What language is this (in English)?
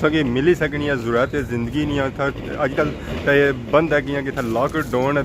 Pahari-Potwari